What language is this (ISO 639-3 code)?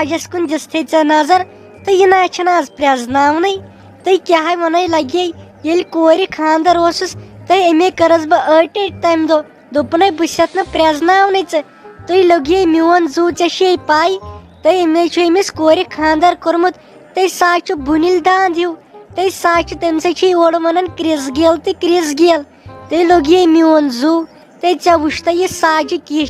kas